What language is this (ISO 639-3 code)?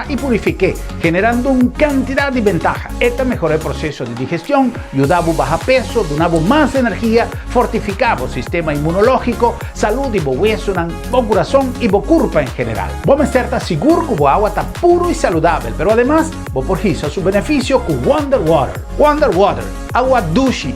pap